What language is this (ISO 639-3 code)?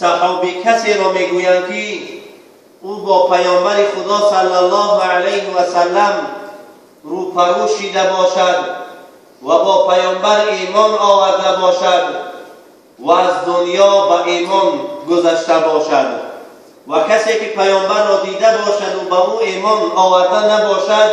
tgk